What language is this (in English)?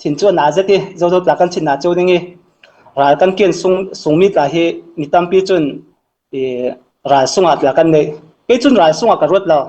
Falam Chin